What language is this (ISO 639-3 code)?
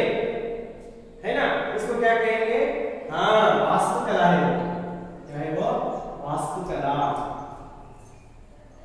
hin